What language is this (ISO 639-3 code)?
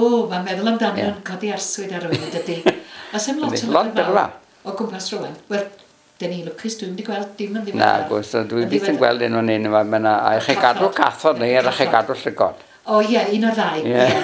cym